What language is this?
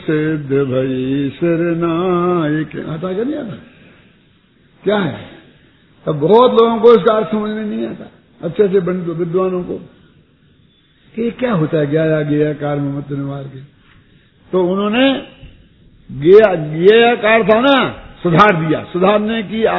Hindi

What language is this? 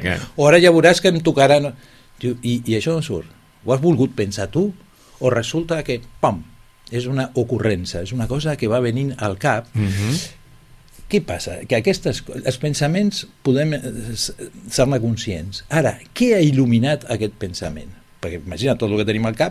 Catalan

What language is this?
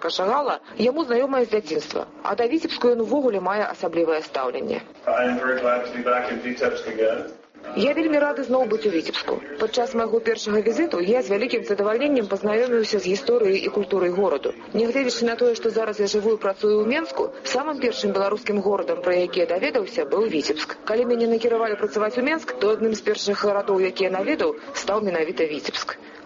Belarusian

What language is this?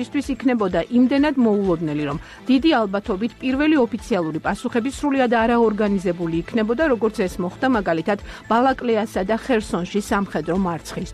Georgian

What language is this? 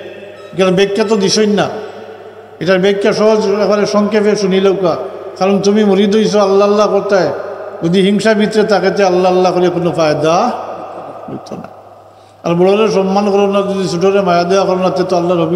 Sylheti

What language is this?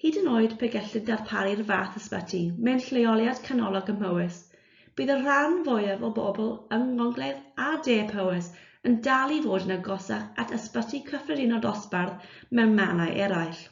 Welsh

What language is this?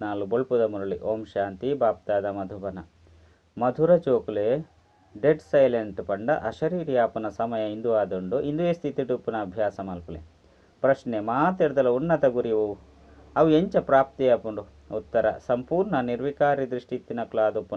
Tulu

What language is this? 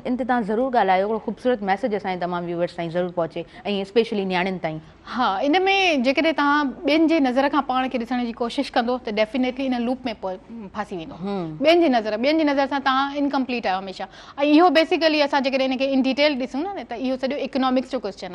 Sindhi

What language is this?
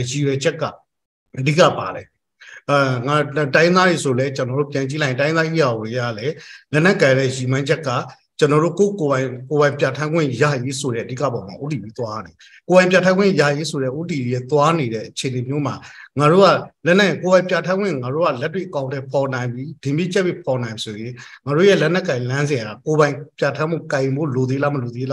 Burmese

